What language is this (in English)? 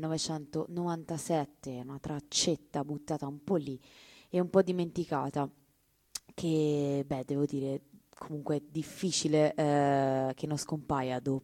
Italian